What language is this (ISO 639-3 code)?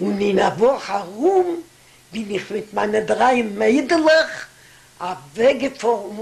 yid